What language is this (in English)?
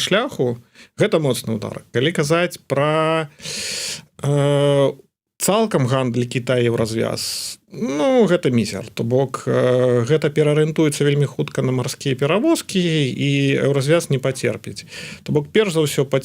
Belarusian